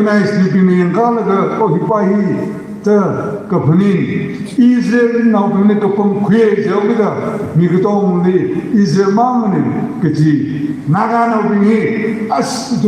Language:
Tangkhul Naga (India)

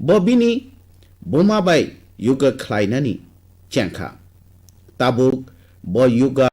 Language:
Kok Borok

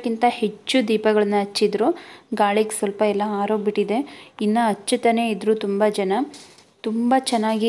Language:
Kannada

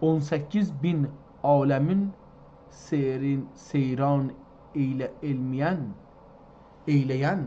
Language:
South Azerbaijani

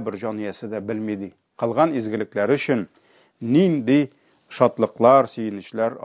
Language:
Tatar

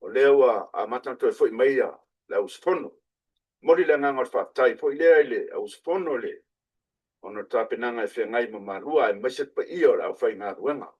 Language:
Samoan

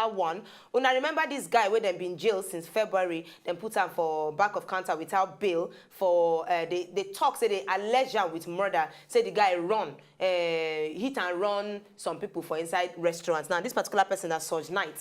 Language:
Nigerian Pidgin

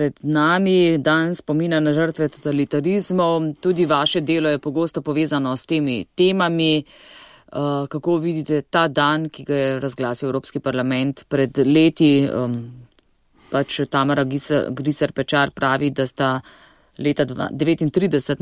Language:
Slovenian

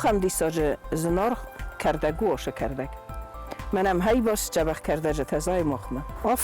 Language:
Ossetic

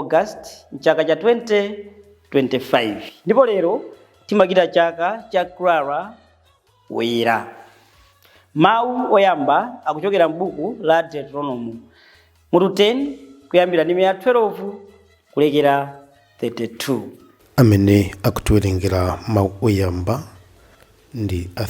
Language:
Nyanja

